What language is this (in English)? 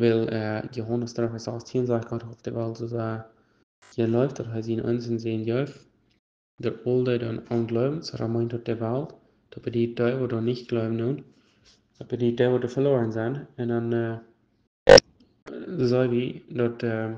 Plautdietsch